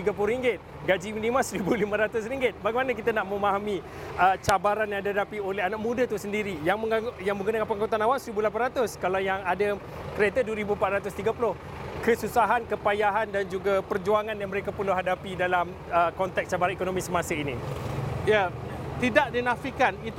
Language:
Malay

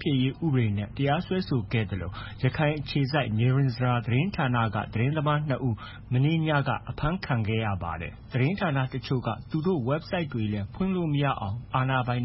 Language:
Burmese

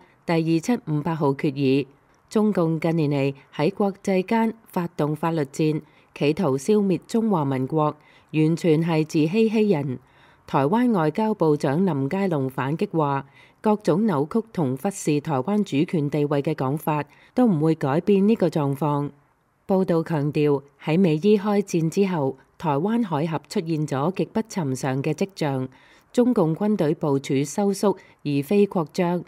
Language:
Cantonese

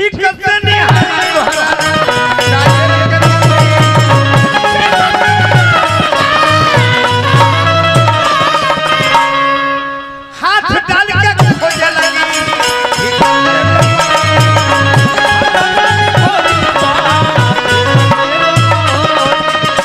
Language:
Bhojpuri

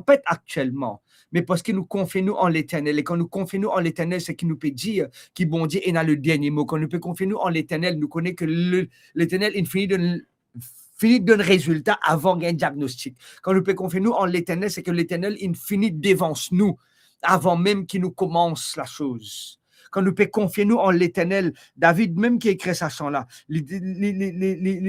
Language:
Morisyen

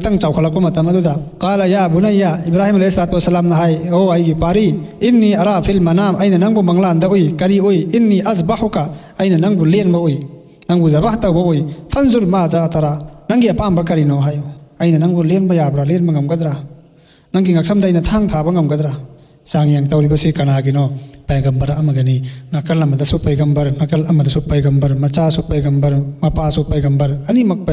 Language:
Manipuri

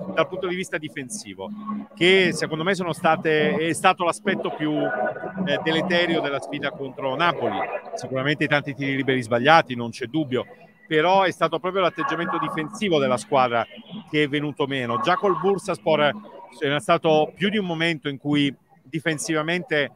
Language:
Italian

